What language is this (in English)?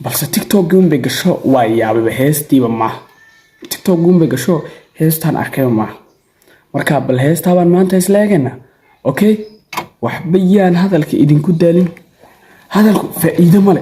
Somali